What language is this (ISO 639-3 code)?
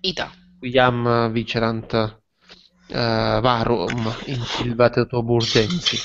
lat